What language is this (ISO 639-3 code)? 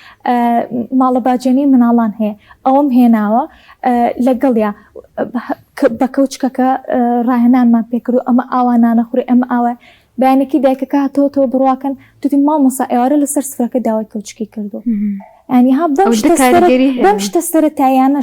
ckb